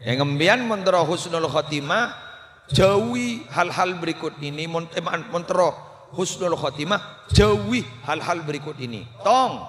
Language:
Madurese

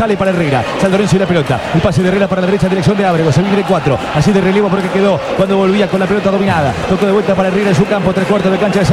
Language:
Spanish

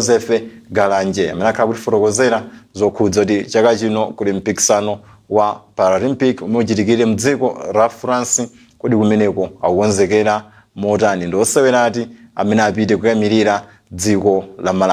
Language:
Nyanja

